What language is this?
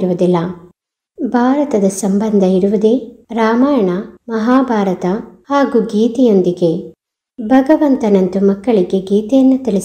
Kannada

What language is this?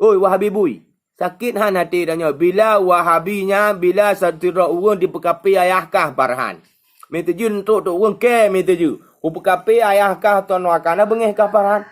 Achinese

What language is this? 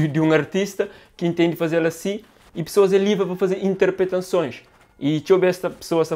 Kabuverdianu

